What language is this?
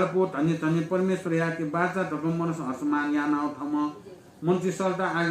Newari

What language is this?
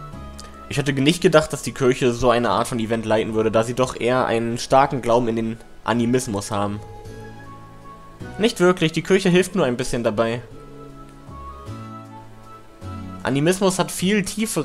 German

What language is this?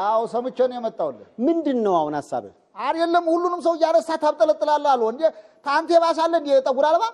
Amharic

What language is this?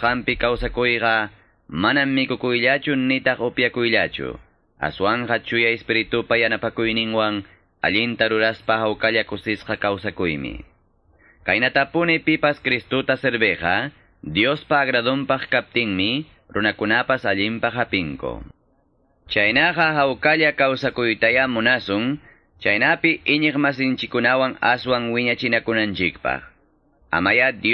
Quechua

